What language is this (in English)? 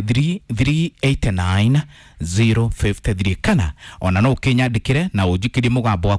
Kikuyu